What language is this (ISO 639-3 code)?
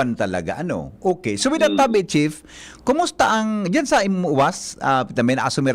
bik